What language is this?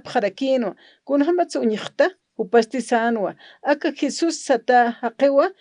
Aymara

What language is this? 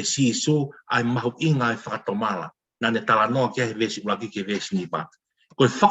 Tongan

